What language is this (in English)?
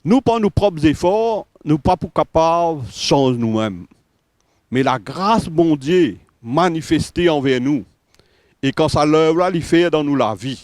Morisyen